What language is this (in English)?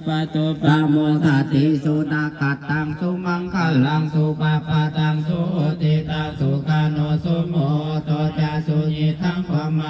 Pali